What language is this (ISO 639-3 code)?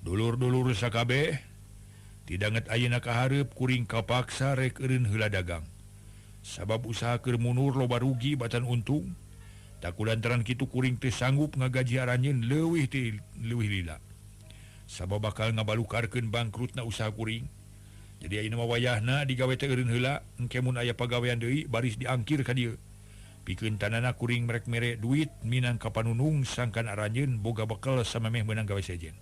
sun